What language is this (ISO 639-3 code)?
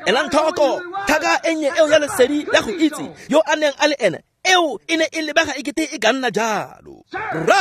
tsn